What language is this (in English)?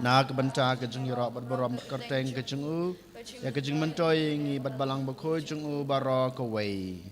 Khasi